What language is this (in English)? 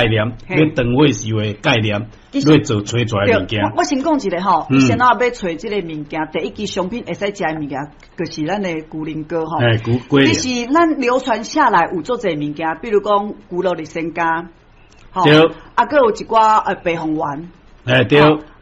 Min Nan Chinese